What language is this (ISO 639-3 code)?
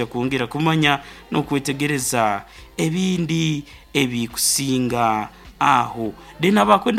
nyo